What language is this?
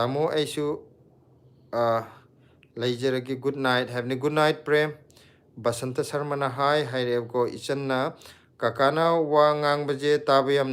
Manipuri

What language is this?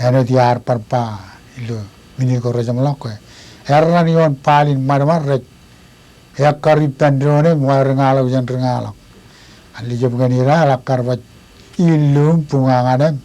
Marshallese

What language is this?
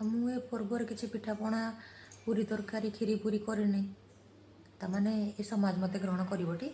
Odia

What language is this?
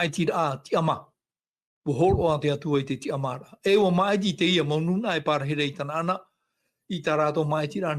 Tahitian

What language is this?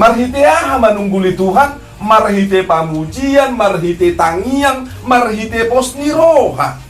Batak Toba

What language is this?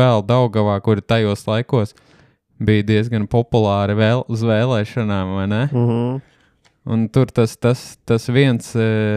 Latvian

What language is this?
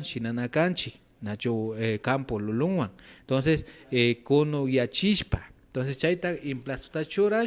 Imbabura Highland Quichua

